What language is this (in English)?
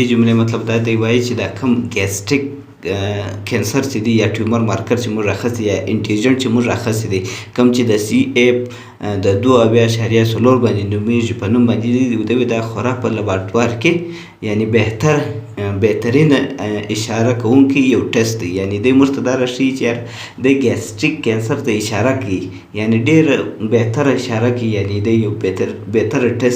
Pashto